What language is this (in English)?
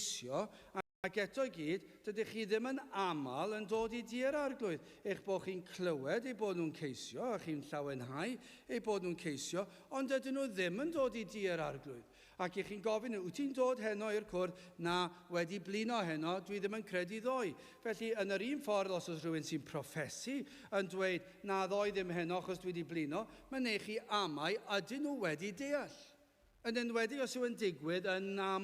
Welsh